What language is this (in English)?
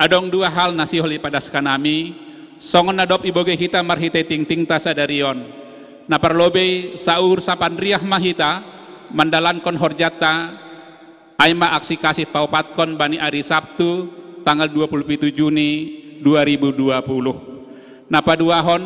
Batak Simalungun